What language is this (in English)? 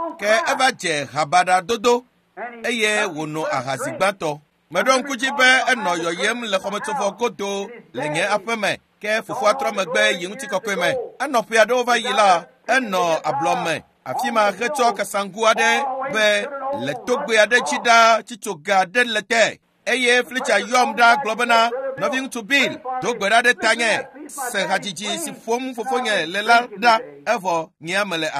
Ewe